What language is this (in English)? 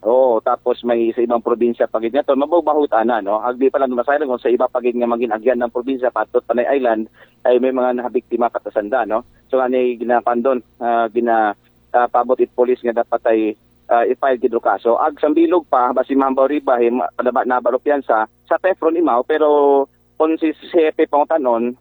Aklanon